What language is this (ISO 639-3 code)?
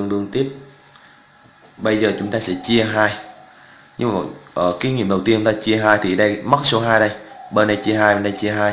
vie